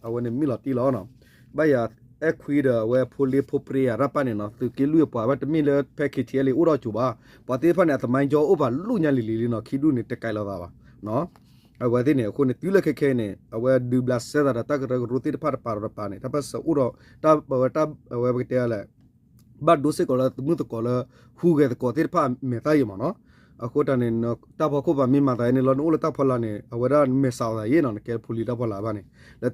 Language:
S'gaw Karen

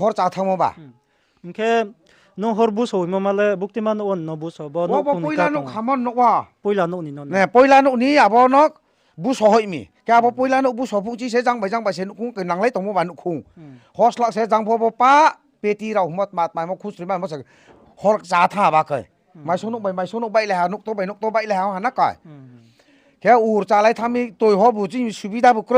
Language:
Riang (India)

